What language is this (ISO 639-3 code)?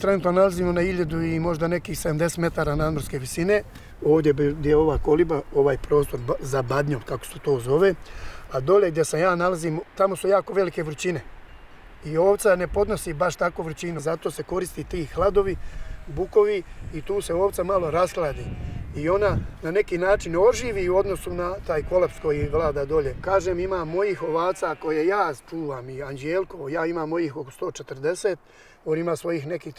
bos